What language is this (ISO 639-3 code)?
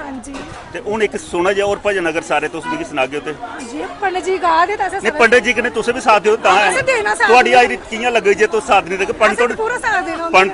doi